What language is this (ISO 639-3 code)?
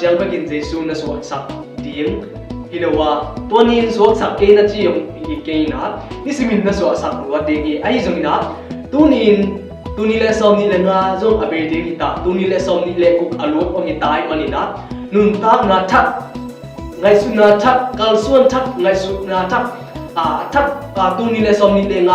ctd